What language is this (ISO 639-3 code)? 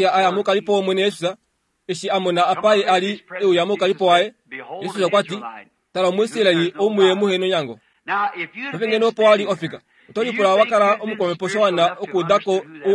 kua